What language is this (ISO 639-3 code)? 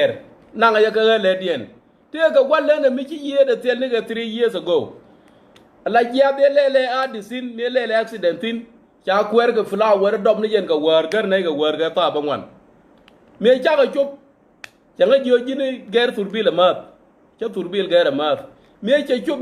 nus